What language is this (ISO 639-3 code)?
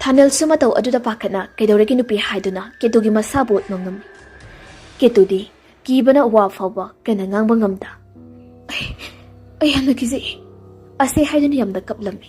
mni